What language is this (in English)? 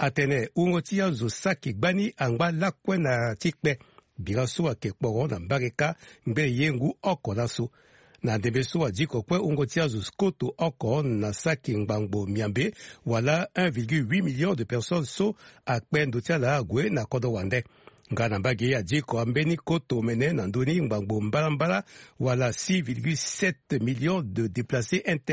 Sango